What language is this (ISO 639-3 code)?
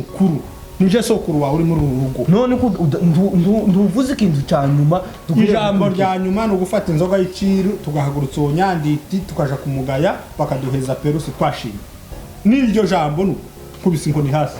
run